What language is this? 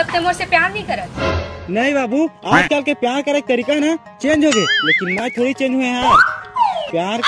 Chhattisgarhi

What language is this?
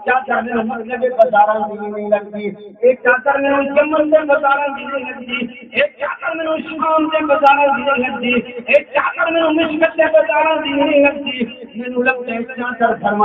Saraiki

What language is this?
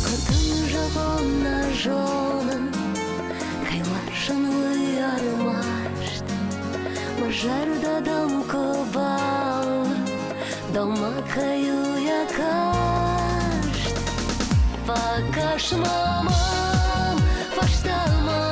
Ossetic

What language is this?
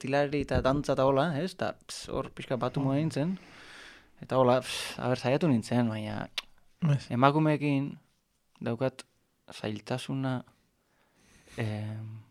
Basque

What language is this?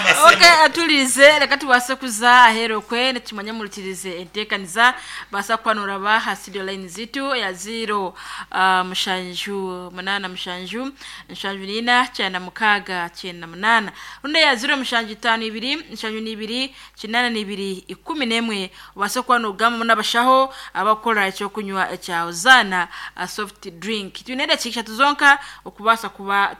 Nyankole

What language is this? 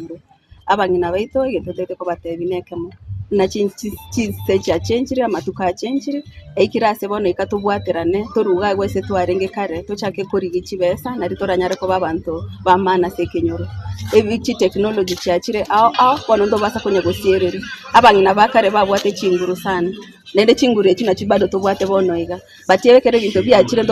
Gusii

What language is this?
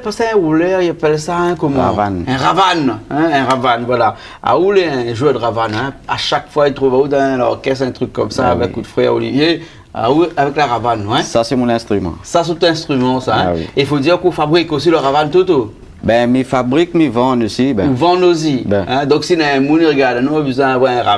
Réunion Creole French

